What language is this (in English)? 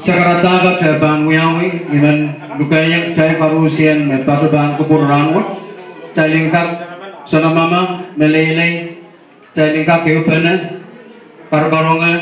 Pohnpeian